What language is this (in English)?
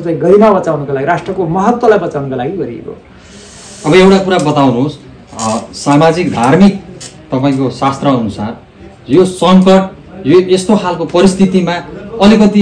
Nepali